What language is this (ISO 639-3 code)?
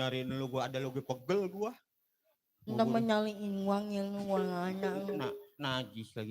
bew